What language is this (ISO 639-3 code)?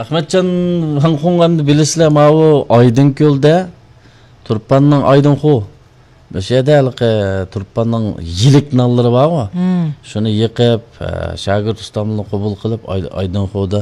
uig